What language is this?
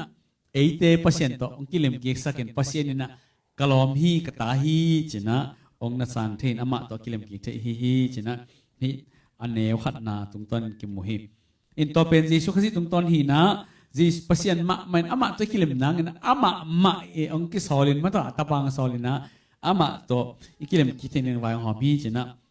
Tedim Chin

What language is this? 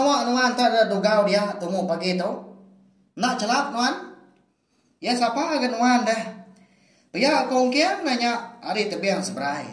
Iban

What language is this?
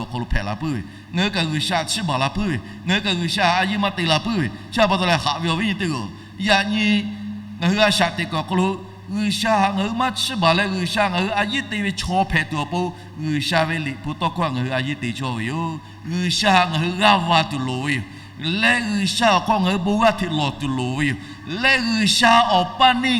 Lahu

